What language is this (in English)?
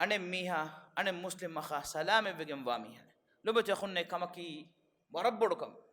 Divehi